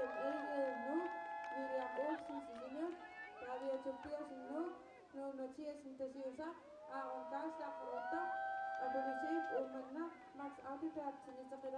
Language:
Kalaallisut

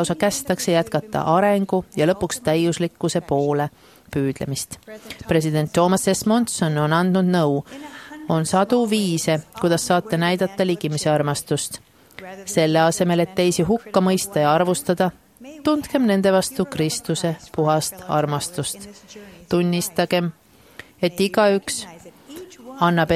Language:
Estonian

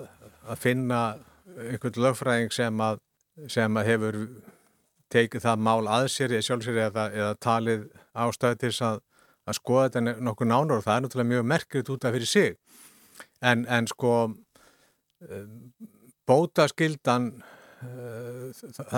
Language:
Icelandic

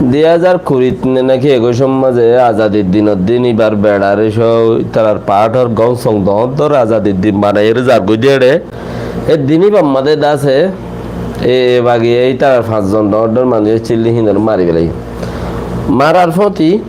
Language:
Rohingya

